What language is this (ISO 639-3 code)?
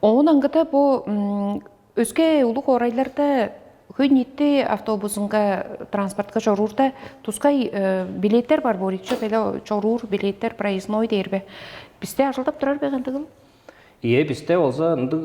tyv